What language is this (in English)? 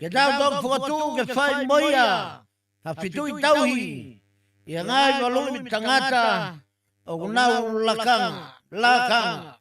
Tongan